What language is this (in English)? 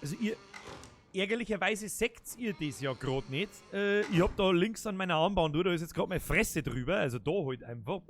Bavarian